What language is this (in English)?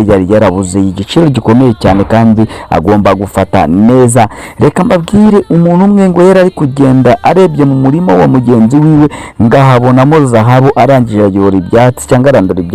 Kinyarwanda